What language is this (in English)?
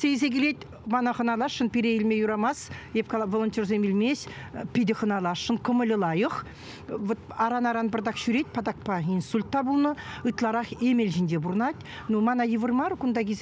Chuvash